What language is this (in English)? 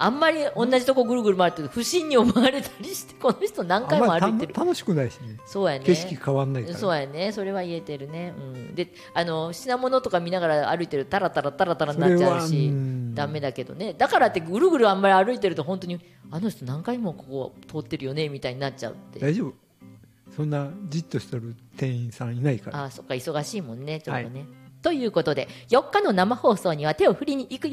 Japanese